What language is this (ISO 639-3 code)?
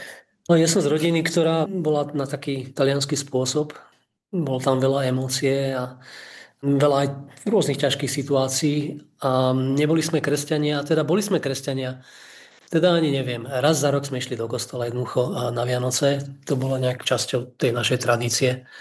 slk